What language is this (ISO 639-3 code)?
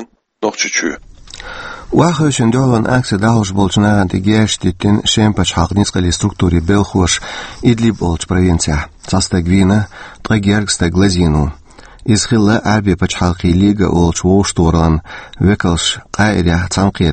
che